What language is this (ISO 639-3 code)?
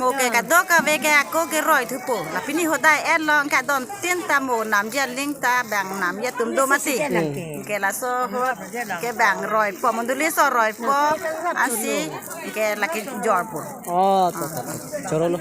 mjw